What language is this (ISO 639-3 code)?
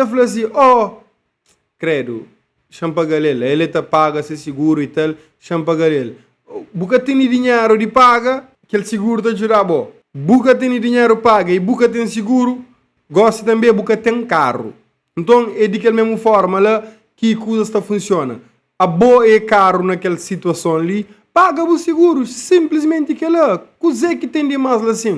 kea